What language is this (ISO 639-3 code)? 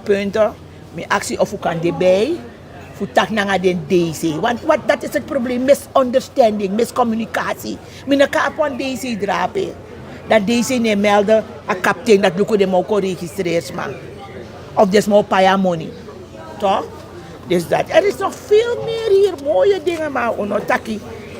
srn